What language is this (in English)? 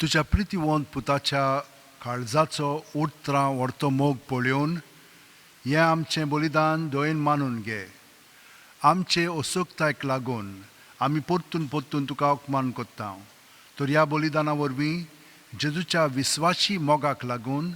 Konkani